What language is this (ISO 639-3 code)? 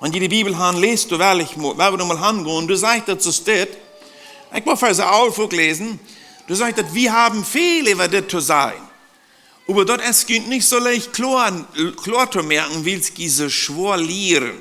pdt